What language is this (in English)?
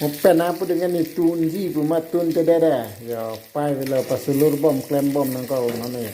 Karbi